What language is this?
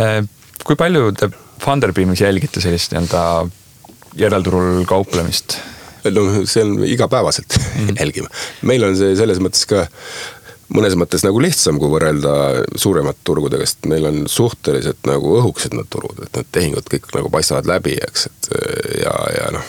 Estonian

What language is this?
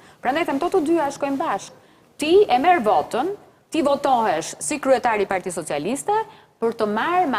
Albanian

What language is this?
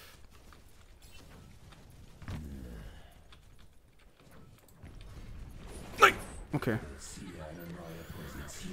German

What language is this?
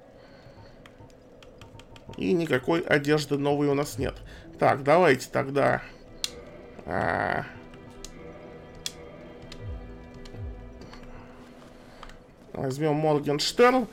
Russian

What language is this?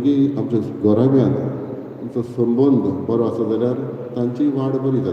Konkani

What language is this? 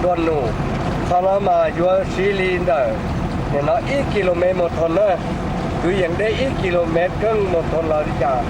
Hmong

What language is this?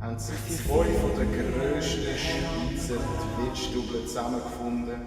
Swiss German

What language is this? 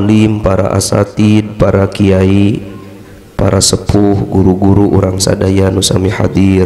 Sundanese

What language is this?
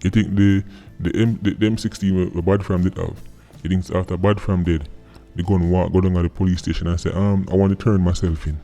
Jamaican Creole English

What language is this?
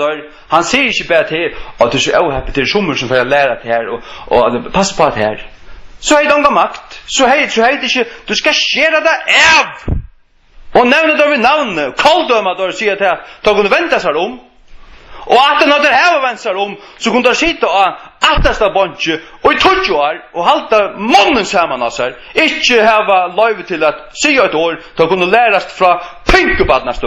Faroese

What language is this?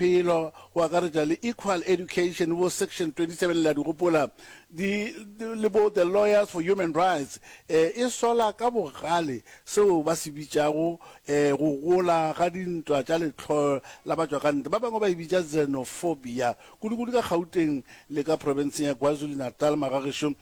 Northern Sotho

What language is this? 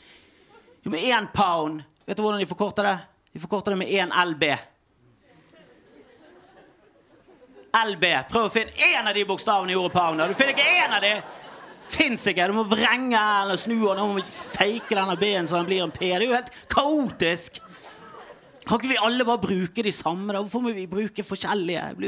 Norwegian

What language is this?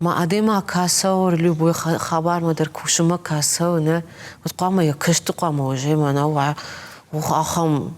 Ossetic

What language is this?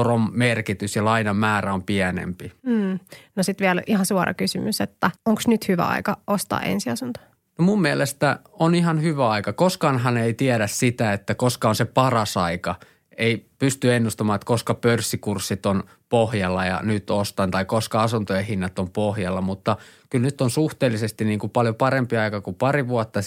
Finnish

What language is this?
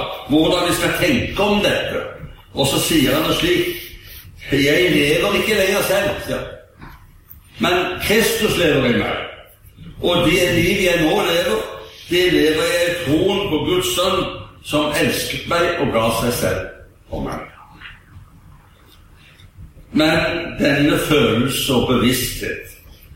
Norwegian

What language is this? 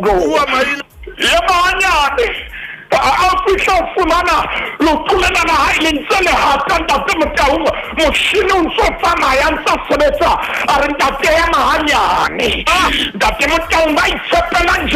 Southern Sotho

